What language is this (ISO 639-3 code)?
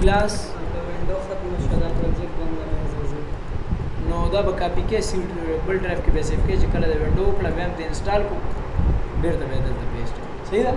pus